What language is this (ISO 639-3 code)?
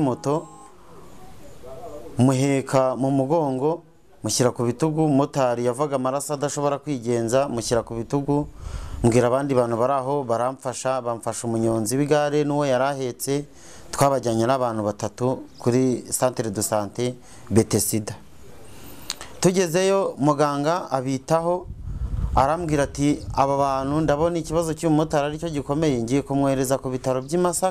kin